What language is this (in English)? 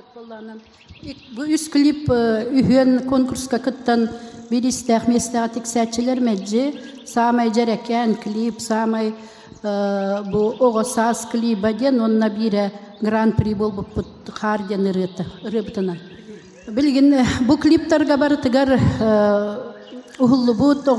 Yakut